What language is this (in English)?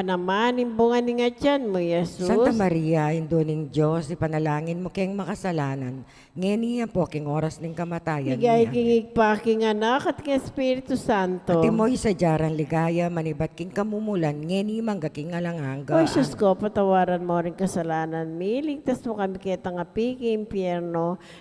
Pampanga